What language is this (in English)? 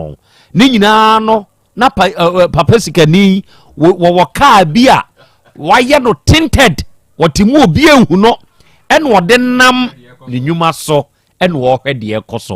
Akan